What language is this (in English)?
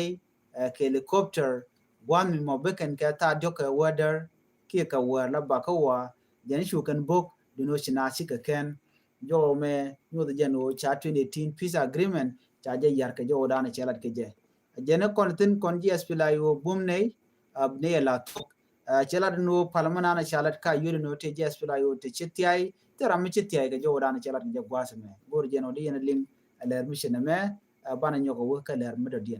Nuer